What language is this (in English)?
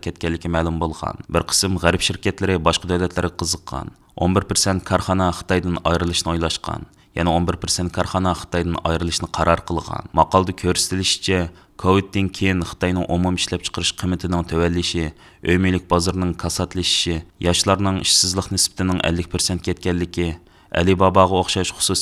Uyghur